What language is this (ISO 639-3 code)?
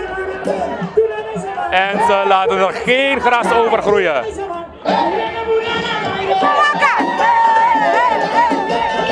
nld